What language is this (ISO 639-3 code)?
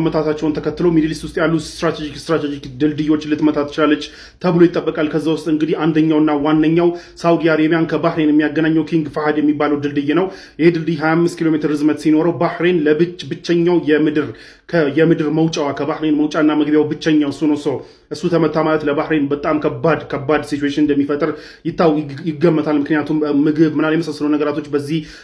amh